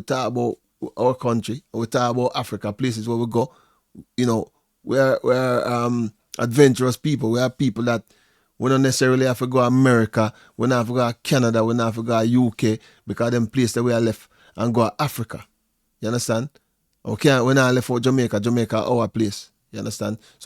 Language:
Jamaican Creole English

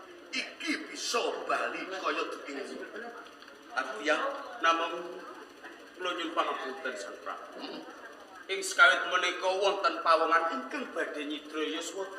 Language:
Javanese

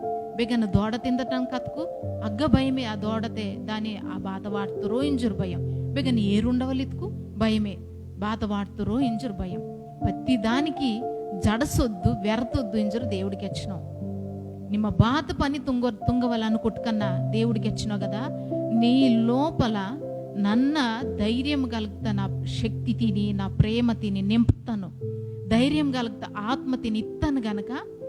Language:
Koya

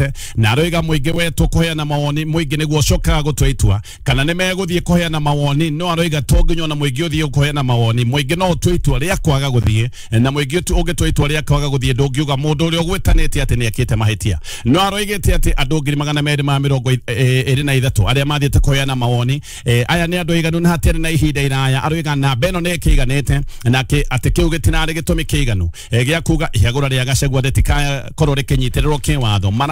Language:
Kikuyu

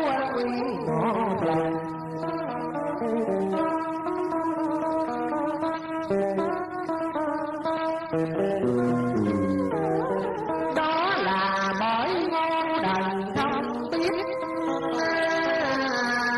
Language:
Vietnamese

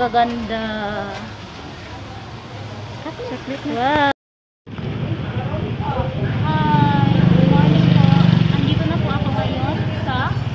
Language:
Filipino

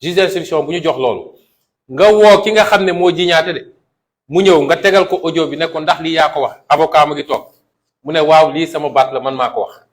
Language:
Wolof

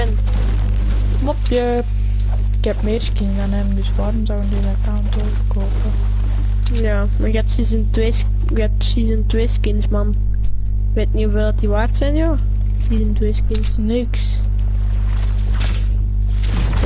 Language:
Dutch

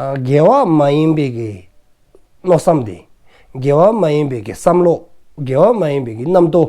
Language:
Dzongkha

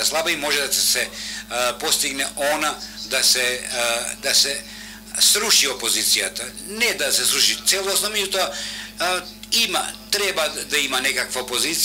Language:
Macedonian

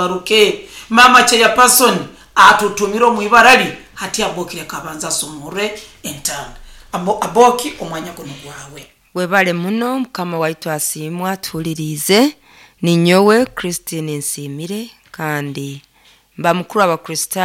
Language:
Nyoro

